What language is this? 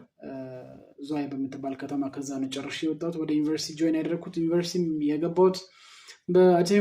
Amharic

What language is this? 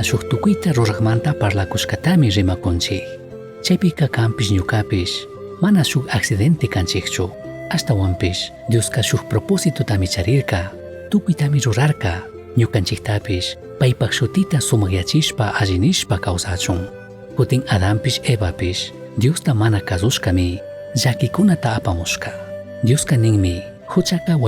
Chimborazo Highland Quichua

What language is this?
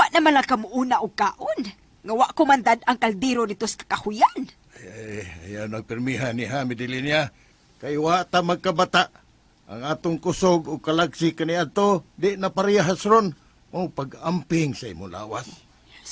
Cebuano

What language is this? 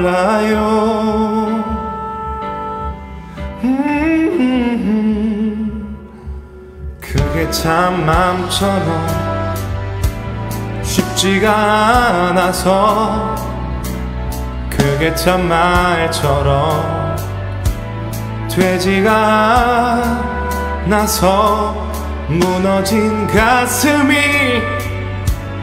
Korean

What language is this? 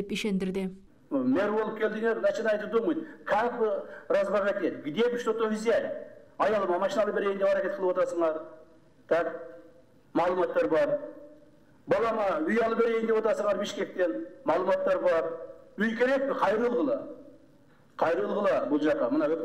Kyrgyz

